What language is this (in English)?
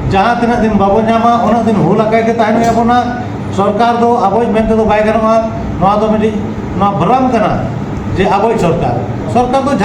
Santali